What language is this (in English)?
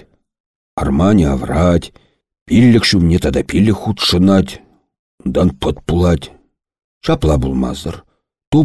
Chuvash